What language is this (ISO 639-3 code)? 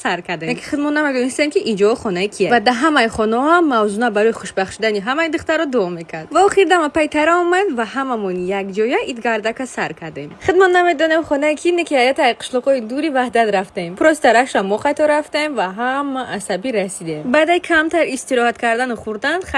tgk